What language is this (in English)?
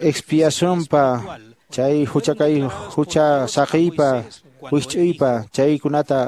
Quechua